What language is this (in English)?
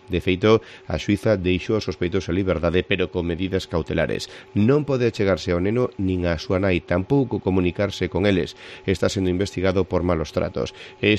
Galician